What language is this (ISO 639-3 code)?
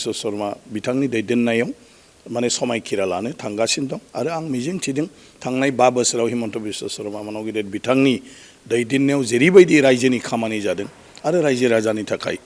brx